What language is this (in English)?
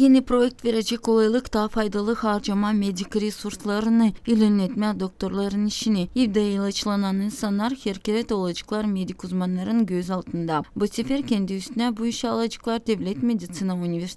Gagauz